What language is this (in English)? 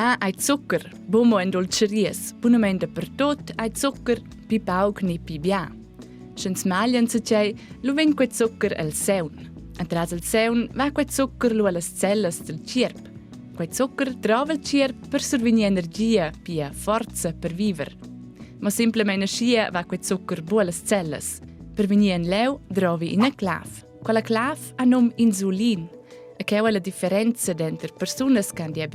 Romansh